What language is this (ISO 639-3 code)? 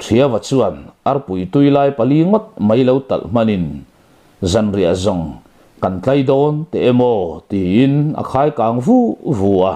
lus